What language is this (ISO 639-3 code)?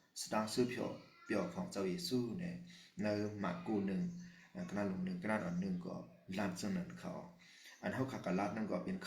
shn